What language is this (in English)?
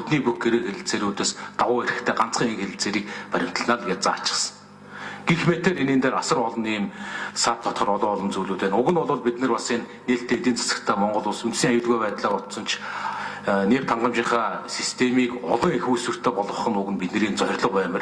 Mongolian